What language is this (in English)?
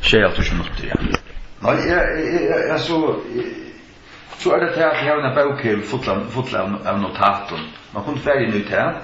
Faroese